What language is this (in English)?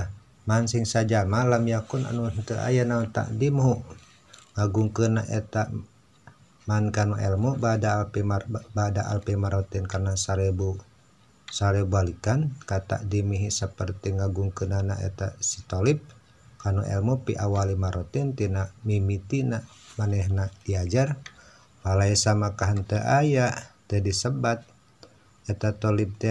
Sundanese